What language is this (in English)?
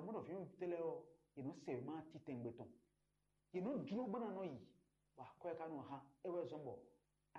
Fon